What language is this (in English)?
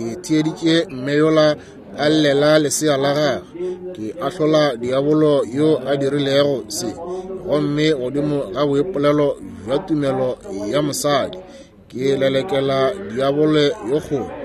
Northern Sotho